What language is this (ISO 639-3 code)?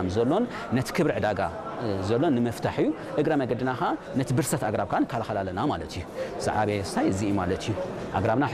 tir